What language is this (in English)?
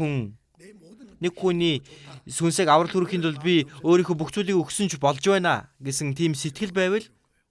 Mongolian